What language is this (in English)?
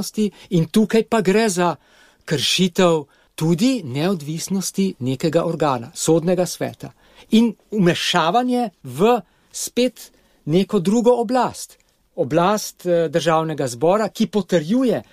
Slovenian